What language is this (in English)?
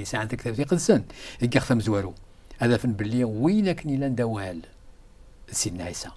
Kabyle